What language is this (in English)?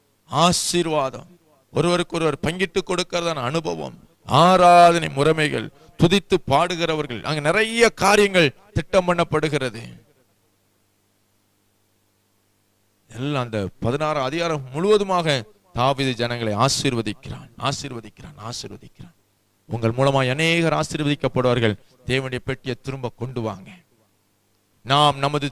Tamil